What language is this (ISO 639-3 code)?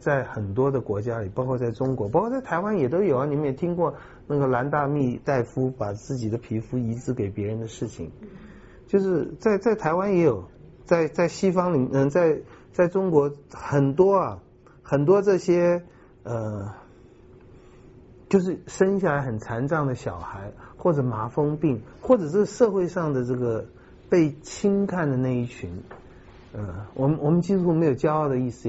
zho